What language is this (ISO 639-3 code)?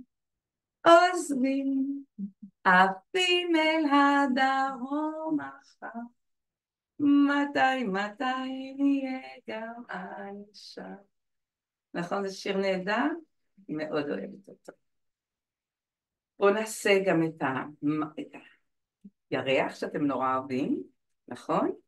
heb